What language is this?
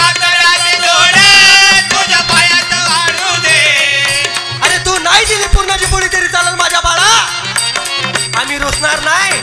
Marathi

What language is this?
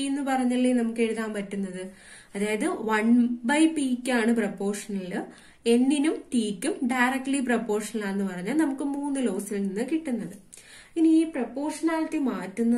Malayalam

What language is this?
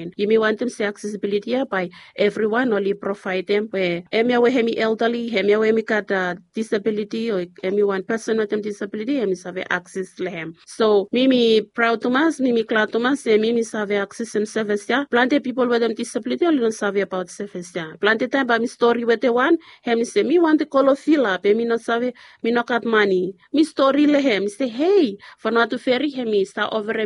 Bislama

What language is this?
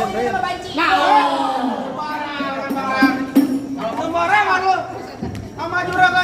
Betawi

